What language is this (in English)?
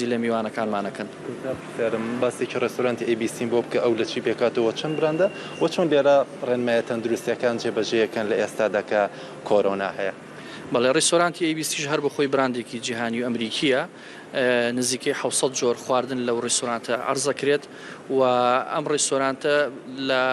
Central Kurdish